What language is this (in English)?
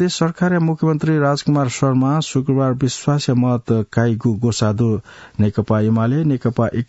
Newari